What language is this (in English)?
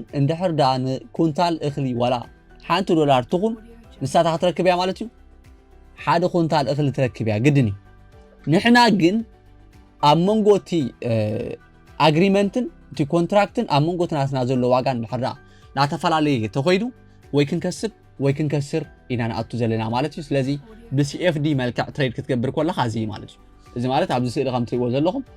Tigrinya